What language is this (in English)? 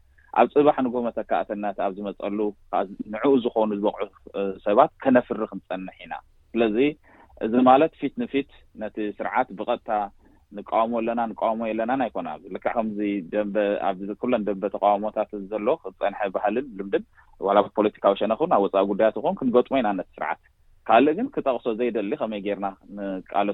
Tigrinya